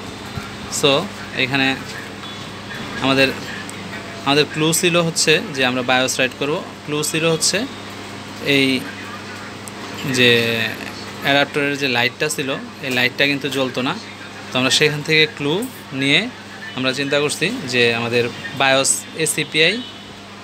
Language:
Bangla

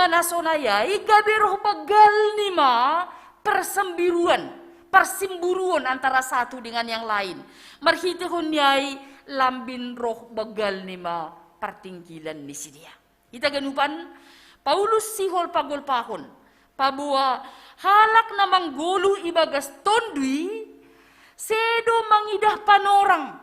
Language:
Batak Simalungun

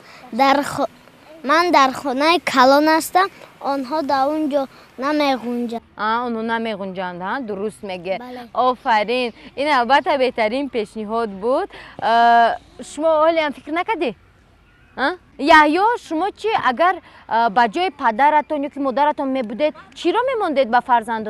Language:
Tajik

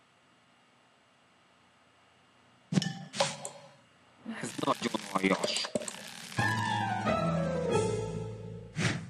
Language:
Hungarian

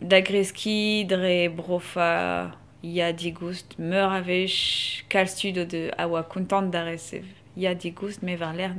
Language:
Breton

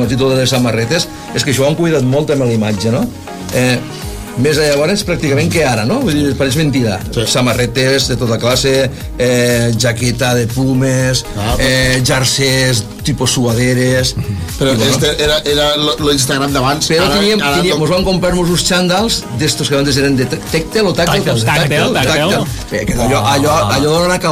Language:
Catalan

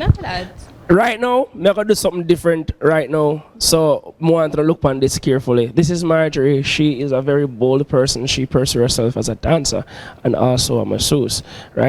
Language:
Jamaican Creole English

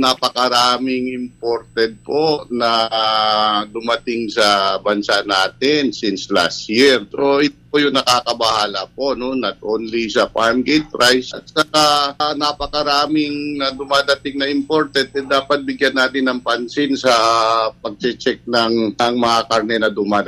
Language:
Filipino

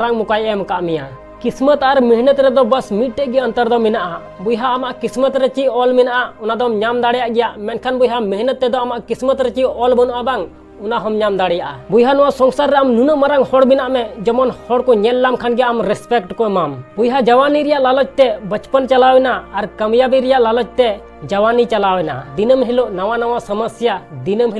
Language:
Santali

